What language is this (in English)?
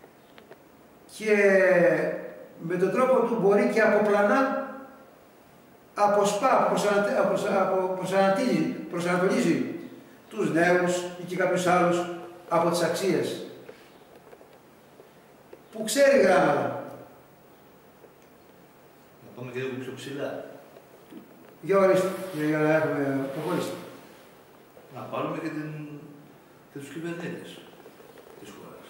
Greek